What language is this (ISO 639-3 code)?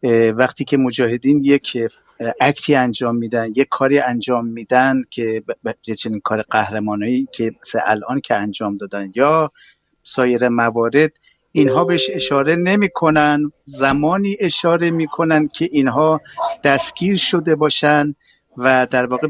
fas